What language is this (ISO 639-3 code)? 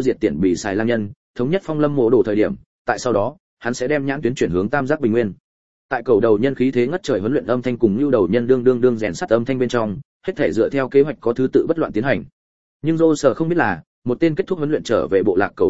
vie